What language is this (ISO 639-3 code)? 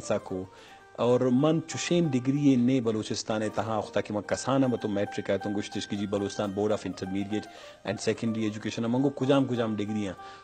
bgp